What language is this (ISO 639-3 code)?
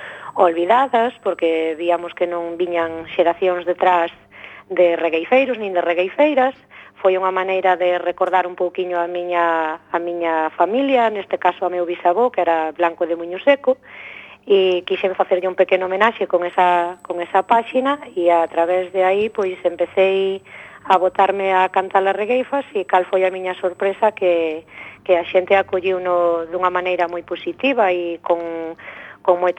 glg